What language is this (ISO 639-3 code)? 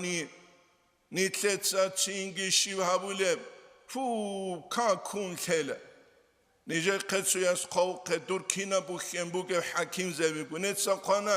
ava